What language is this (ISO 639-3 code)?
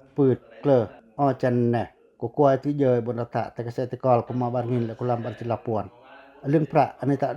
pac